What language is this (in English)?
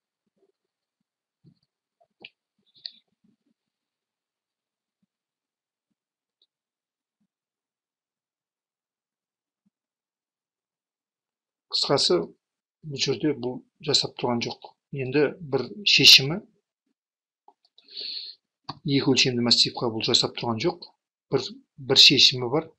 Kazakh